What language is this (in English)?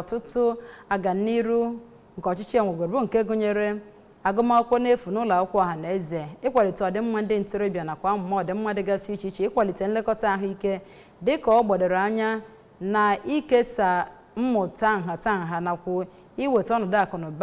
Igbo